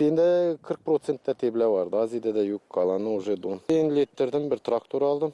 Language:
Gagauz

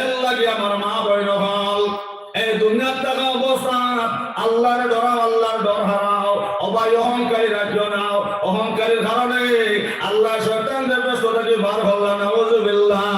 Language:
Sylheti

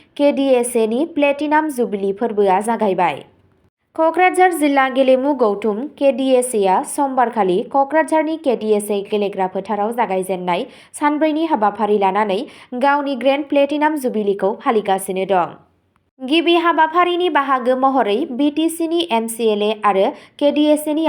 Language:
Bodo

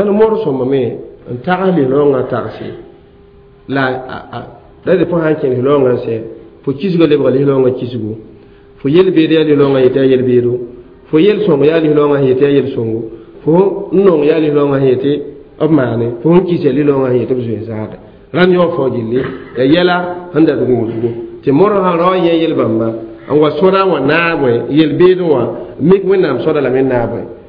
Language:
Mossi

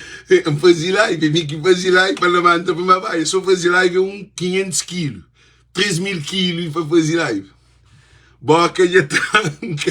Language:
Kabuverdianu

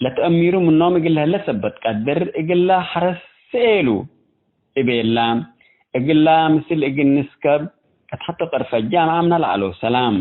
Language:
Tigre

